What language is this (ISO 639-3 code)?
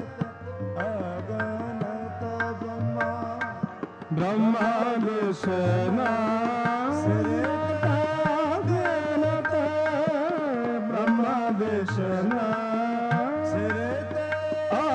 pan